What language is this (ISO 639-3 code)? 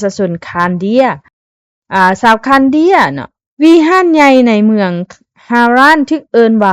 lao